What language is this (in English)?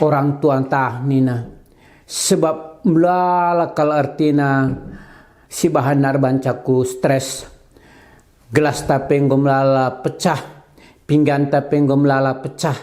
Batak Karo